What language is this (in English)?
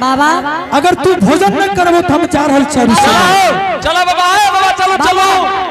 Angika